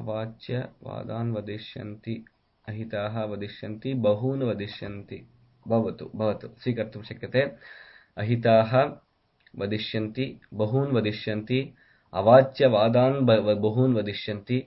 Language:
Sanskrit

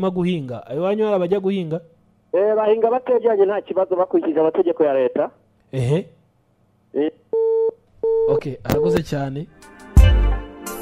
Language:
Kinyarwanda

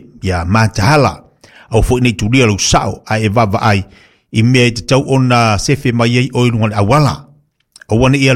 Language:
Samoan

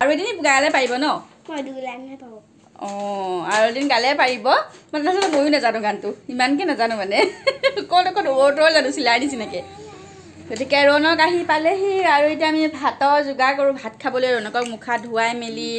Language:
Assamese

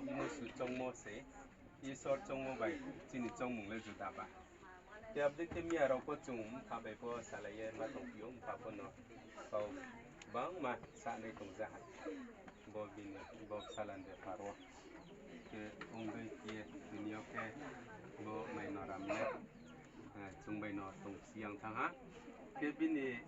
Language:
Riang (India)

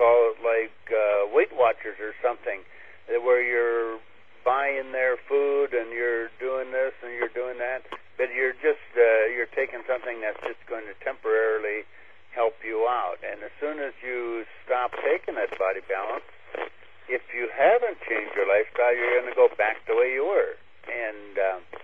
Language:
English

